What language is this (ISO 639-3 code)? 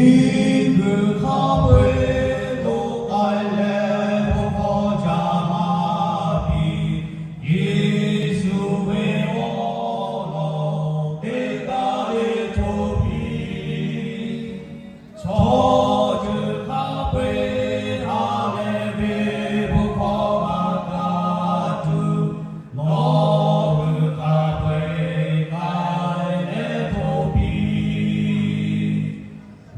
lhu